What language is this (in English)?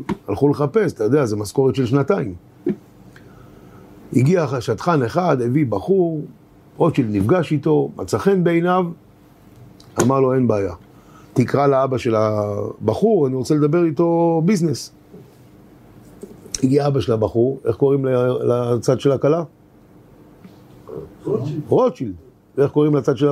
Hebrew